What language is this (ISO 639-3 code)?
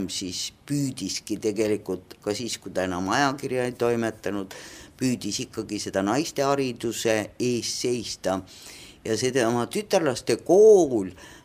est